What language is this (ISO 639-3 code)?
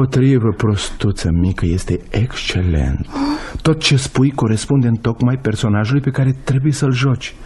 ron